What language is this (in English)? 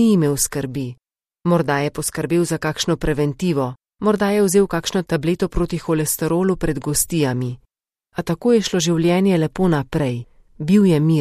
Slovenian